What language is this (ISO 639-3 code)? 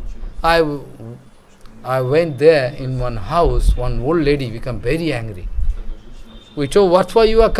eng